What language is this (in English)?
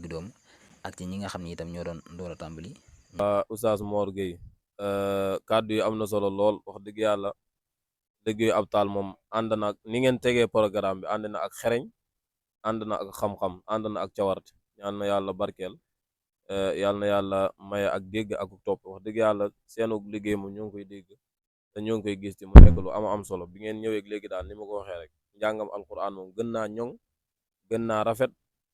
Wolof